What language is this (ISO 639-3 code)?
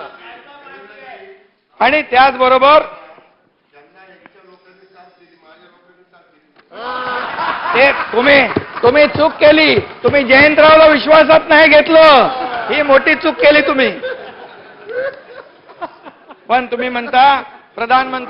mar